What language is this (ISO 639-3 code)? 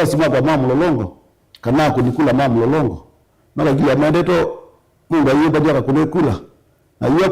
kam